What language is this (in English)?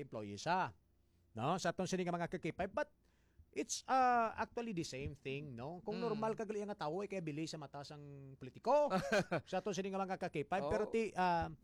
Hiligaynon